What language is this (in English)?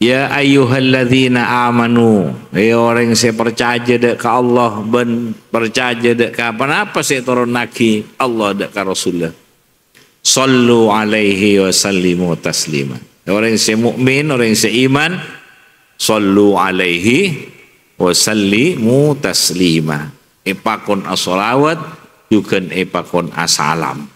Madurese